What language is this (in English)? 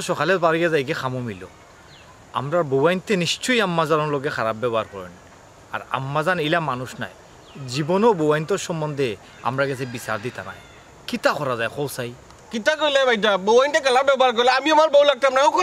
Sylheti